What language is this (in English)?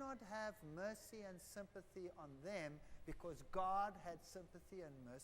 Luba-Lulua